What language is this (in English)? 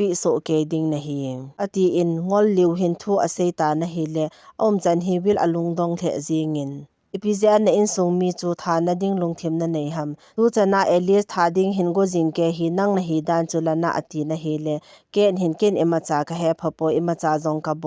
Thado Chin